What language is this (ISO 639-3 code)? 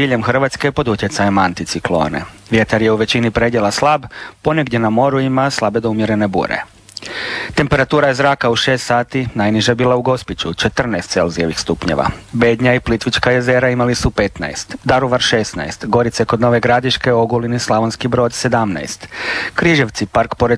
hrv